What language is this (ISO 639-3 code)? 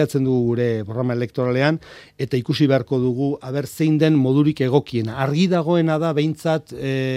eus